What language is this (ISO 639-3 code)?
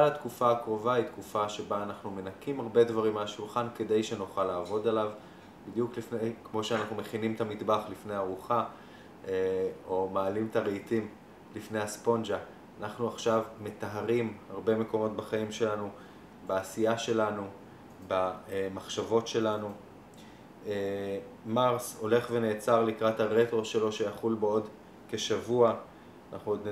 heb